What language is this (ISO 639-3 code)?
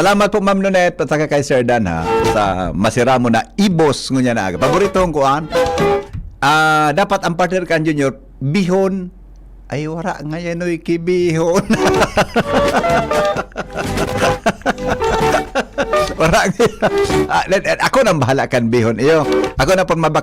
bik